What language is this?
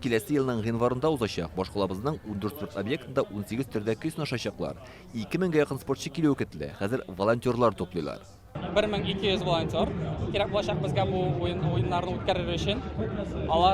Tatar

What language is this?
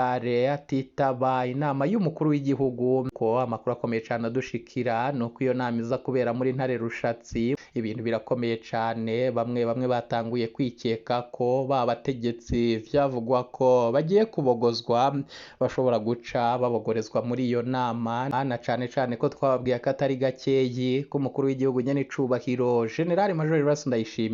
Rundi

